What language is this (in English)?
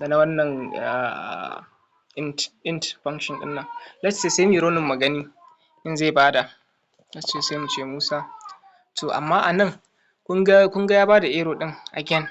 Hausa